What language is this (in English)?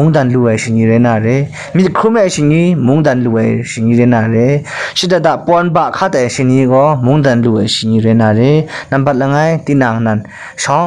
Kachin